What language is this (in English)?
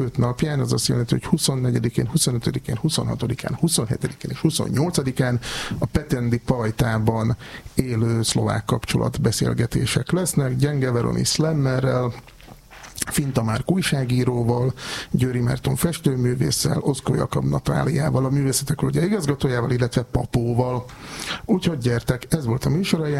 Hungarian